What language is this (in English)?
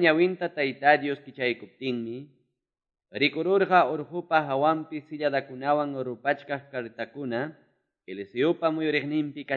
Quechua